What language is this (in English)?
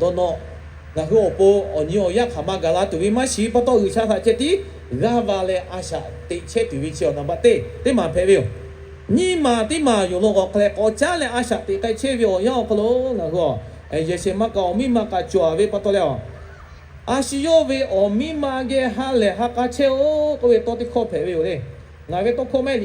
Lahu